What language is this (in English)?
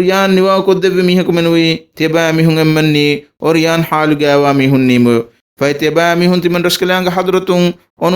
Divehi